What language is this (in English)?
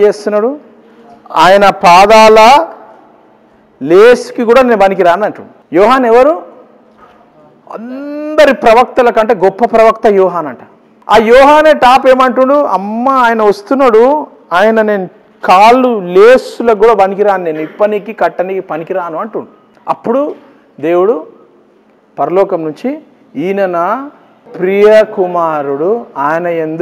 Telugu